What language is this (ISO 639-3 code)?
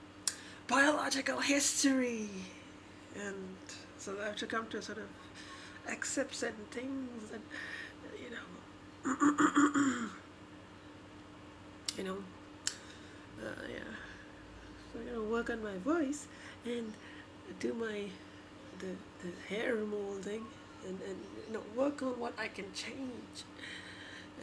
eng